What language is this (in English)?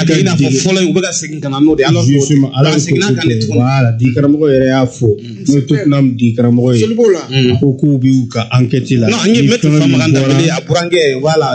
Bambara